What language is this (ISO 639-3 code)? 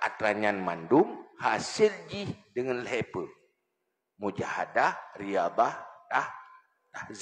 ace